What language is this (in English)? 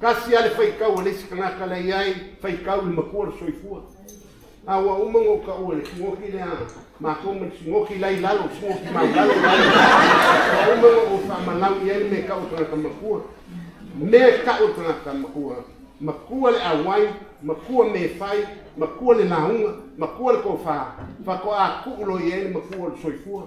Samoan